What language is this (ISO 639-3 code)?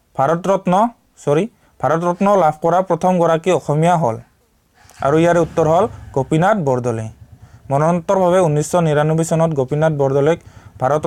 asm